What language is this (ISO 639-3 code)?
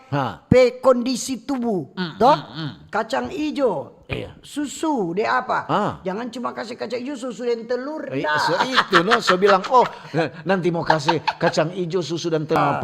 xmm